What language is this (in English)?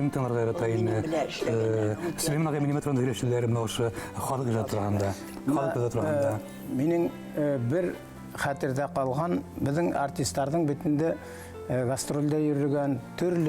Bashkir